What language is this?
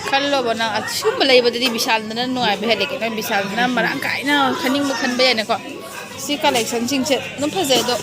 Manipuri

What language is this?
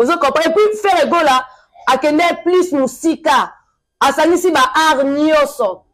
Lingala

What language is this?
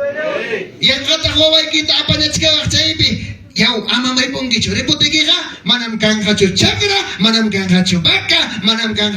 Ayacucho Quechua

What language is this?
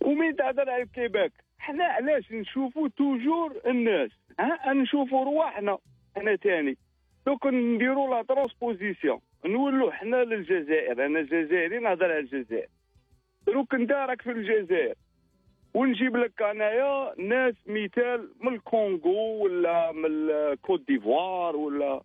Algerian Arabic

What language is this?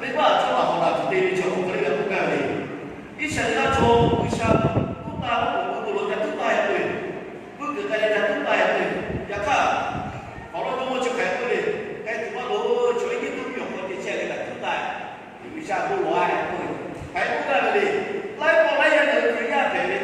Lahu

